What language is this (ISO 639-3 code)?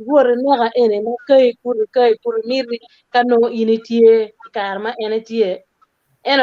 ach